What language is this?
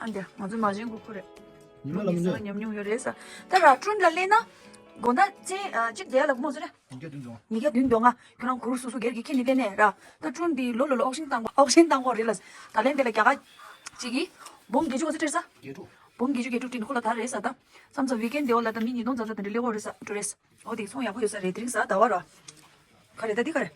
Tibetan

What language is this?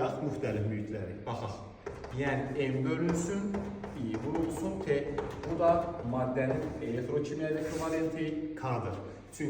Azerbaijani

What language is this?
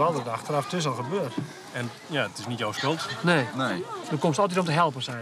Western Frisian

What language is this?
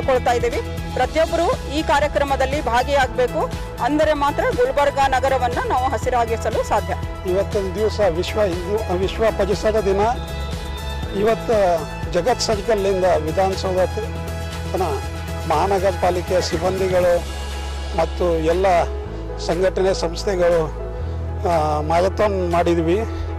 Kannada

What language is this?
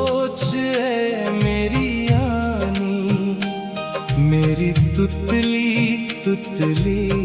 Dogri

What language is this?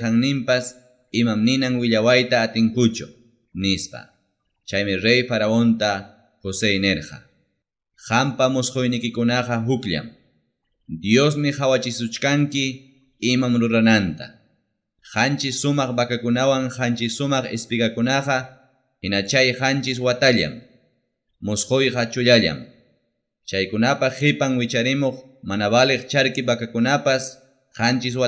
Ayacucho Quechua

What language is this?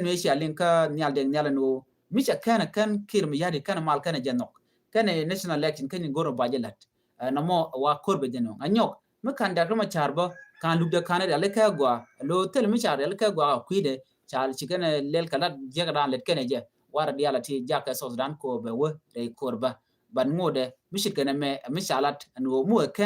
Nuer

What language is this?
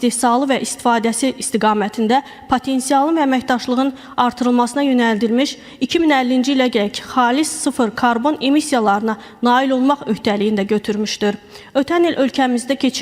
Azerbaijani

